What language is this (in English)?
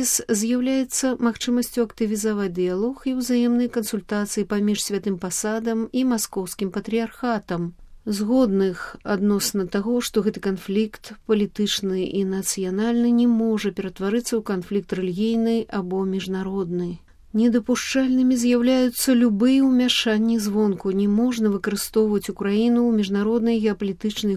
Belarusian